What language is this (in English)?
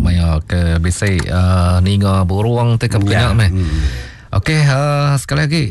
Iban